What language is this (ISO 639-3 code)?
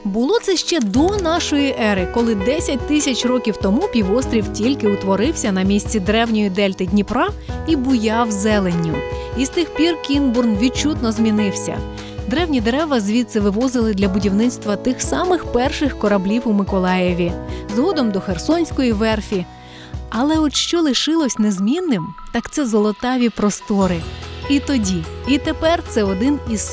ukr